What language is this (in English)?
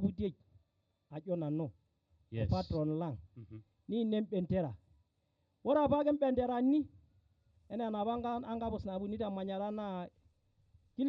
Masai